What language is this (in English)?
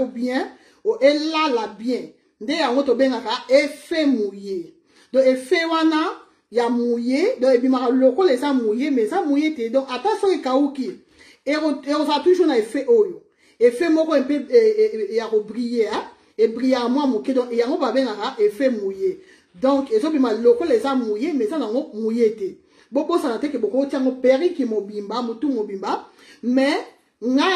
Lingala